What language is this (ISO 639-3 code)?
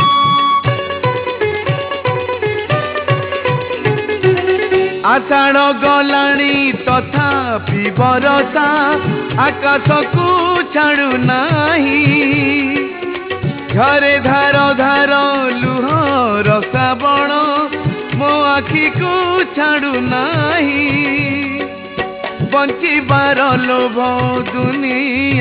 ori